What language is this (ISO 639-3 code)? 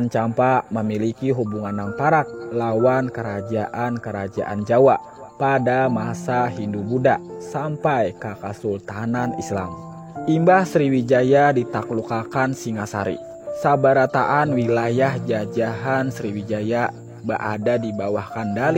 bjn